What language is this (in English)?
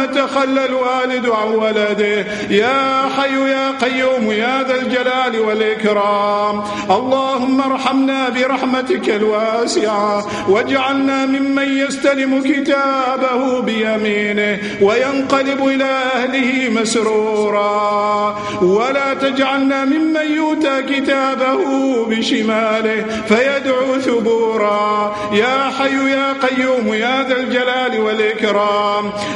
Arabic